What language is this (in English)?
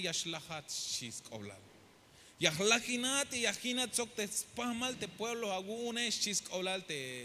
Tzeltal